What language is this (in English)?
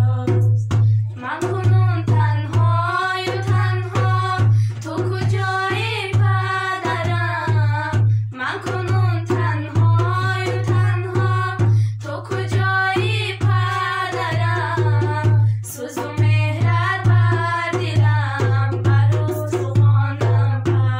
Tajik